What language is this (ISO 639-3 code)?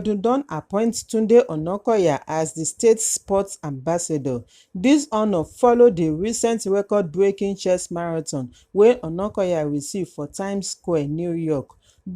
pcm